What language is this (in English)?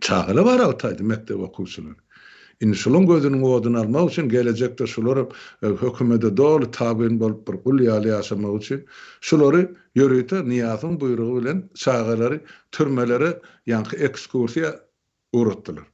Turkmen